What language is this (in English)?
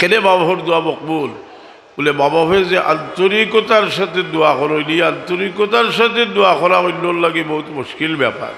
Sylheti